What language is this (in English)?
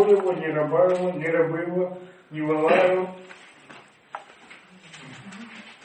Russian